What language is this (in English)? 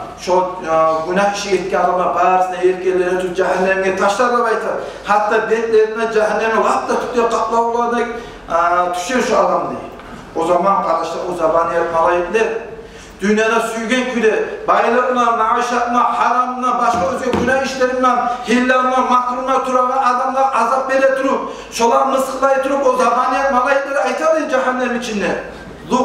Kumyk